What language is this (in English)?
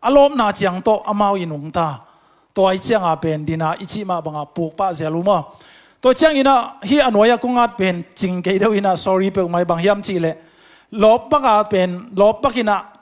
Tedim Chin